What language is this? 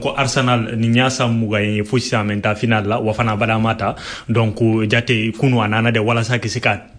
Bambara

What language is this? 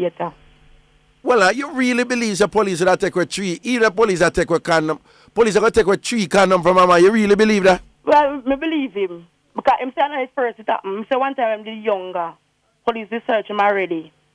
Jamaican Creole English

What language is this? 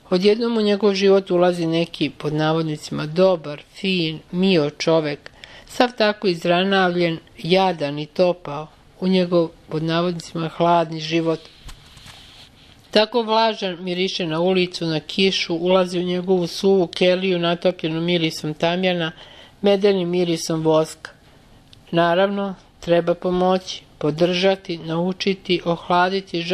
Serbian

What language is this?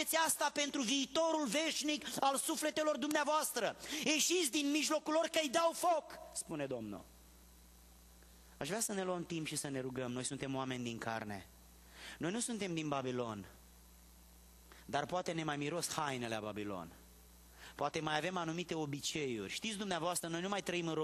Romanian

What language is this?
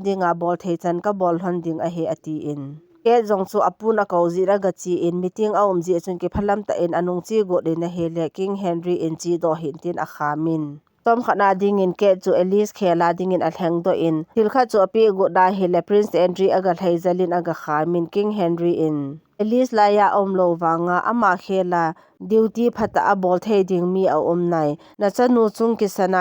Thado Chin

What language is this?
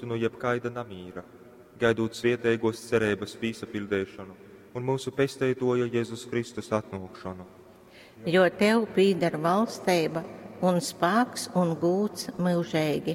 Latgalian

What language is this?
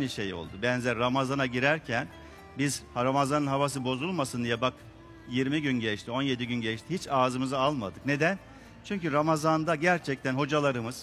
Turkish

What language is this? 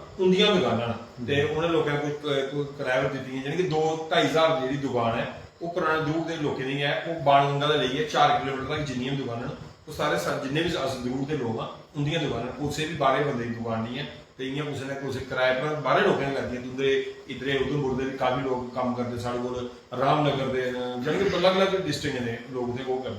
Dogri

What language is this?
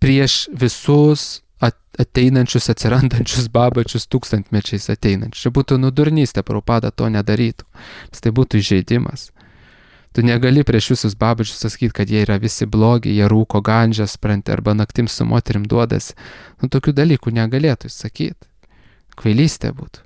Lithuanian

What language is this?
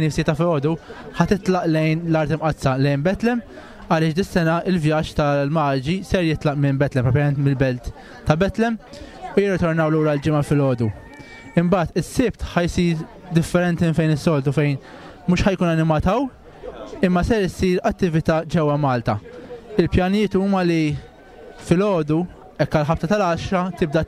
Maltese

